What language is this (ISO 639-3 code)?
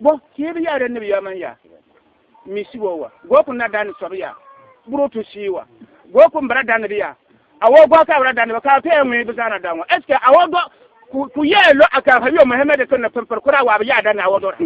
bib